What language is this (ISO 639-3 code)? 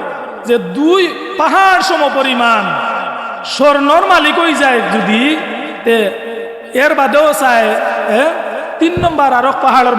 syl